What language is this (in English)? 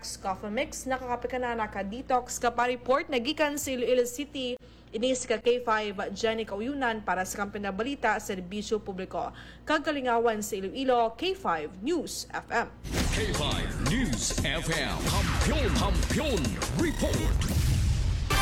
Hiligaynon